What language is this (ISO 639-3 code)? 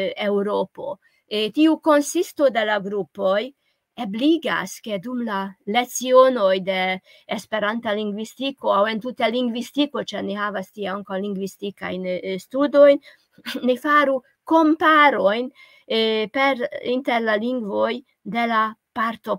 epo